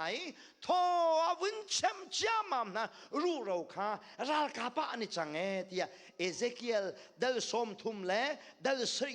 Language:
Hakha Chin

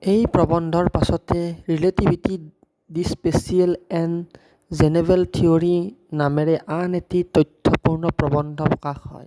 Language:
Assamese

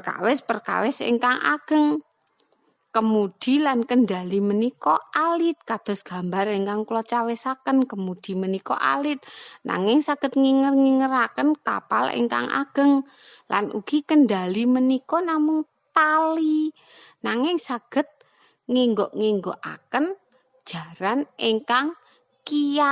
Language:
Javanese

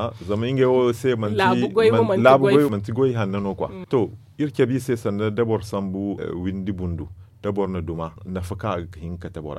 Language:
Zarma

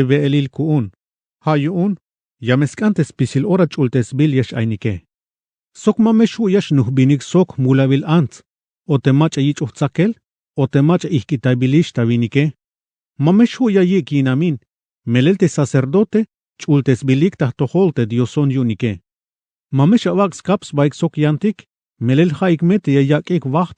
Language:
Tzeltal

